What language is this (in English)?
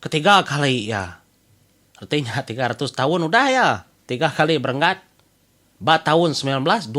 Iban